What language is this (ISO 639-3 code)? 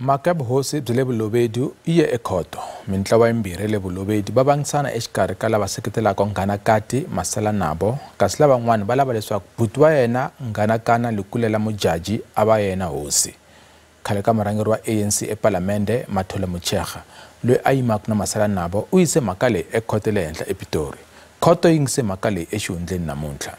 tso